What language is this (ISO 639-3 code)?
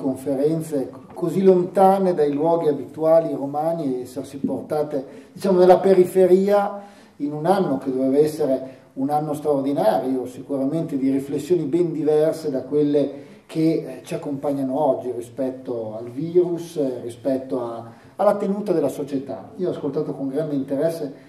ita